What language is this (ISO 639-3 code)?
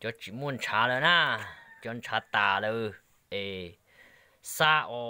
hmn